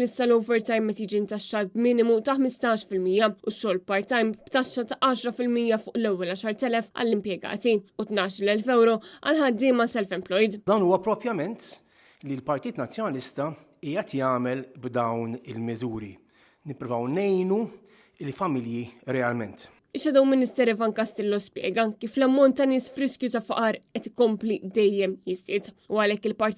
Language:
Maltese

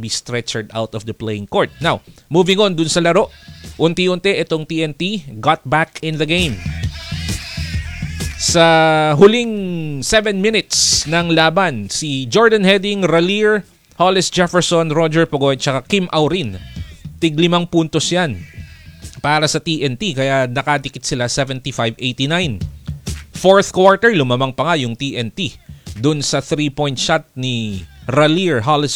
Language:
Filipino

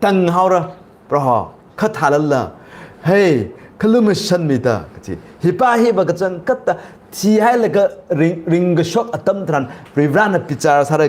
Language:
Tangkhul Naga (India)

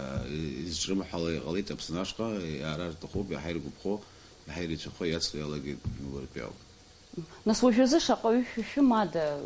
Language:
Abkhazian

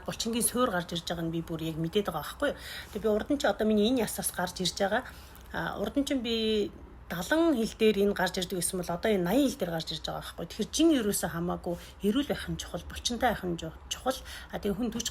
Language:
Mongolian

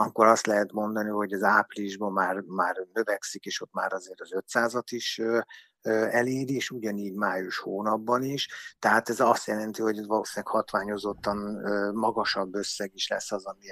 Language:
Hungarian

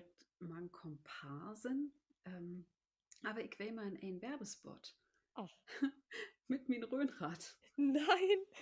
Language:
Low German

